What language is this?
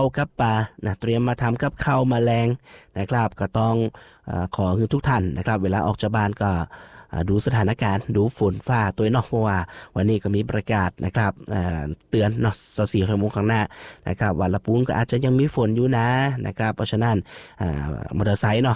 Thai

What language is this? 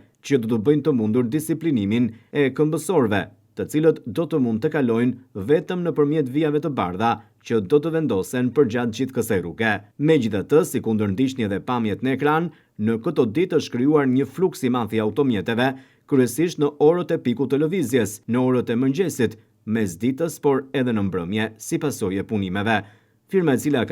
Albanian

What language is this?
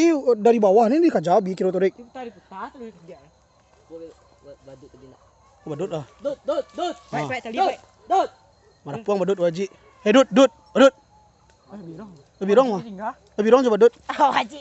Minangkabau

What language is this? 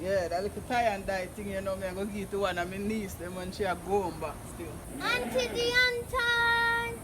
Jamaican Creole English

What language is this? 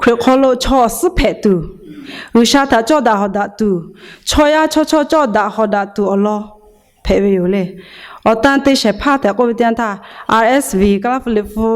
Lahu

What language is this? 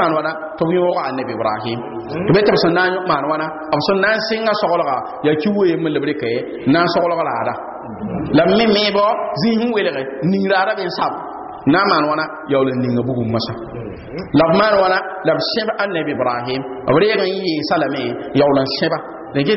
Mossi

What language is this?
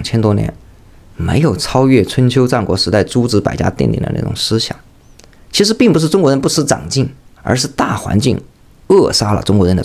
Chinese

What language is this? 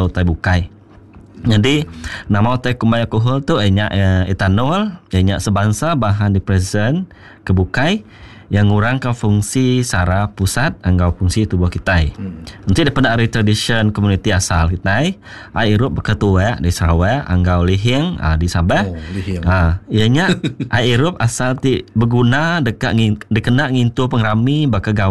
Iban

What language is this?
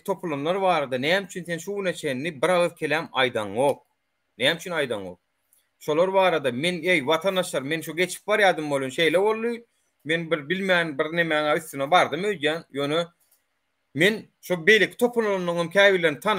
Turkmen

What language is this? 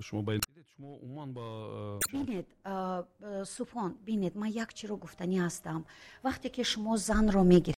Tajik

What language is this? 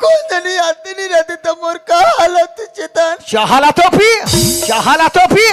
Chhattisgarhi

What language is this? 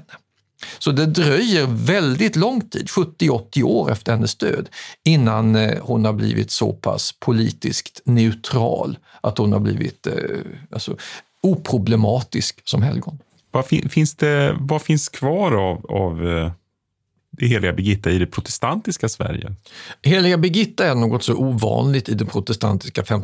Swedish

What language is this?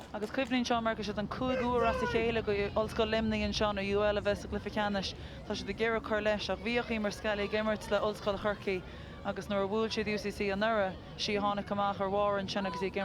Irish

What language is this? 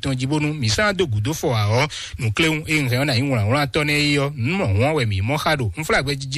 Fon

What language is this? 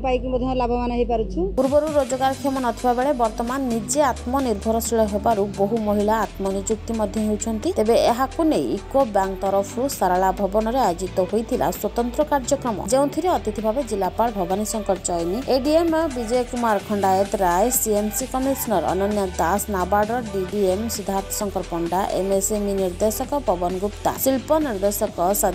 Odia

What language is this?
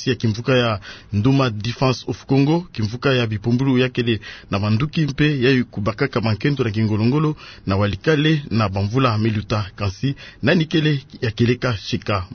Kituba (Democratic Republic of Congo)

